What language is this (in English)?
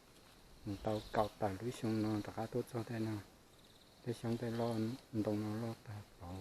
Hmong